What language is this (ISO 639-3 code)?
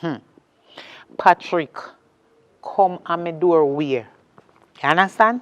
jam